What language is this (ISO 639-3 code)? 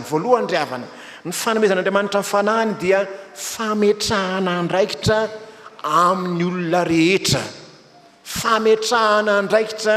mlg